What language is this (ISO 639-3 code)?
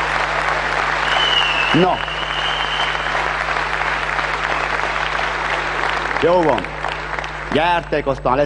hun